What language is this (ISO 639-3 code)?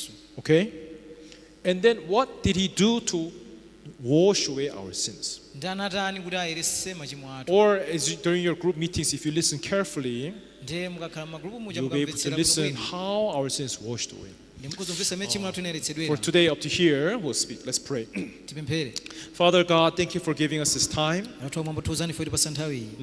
nya